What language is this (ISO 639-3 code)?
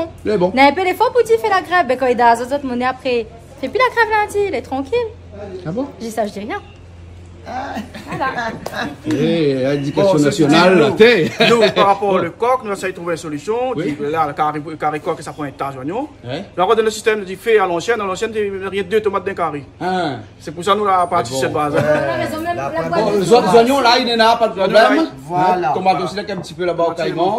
rcf